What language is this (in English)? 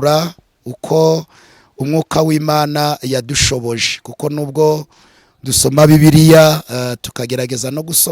Kinyarwanda